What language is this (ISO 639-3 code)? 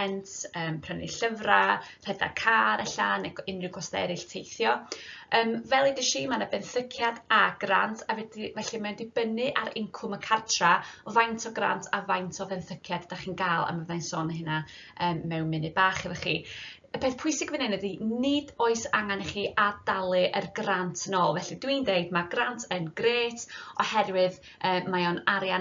cym